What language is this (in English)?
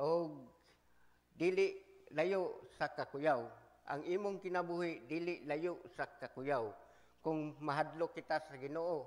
Cebuano